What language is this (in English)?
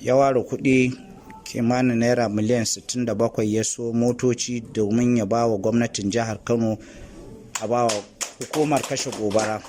Hausa